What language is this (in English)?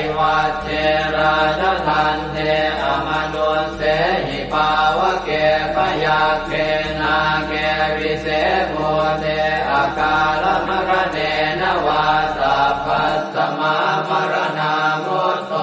Pali